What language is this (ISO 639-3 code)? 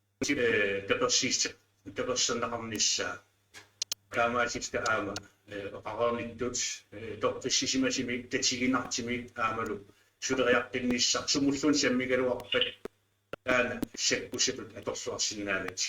kal